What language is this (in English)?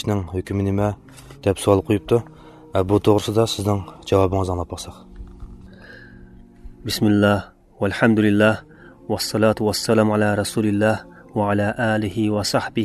Uyghur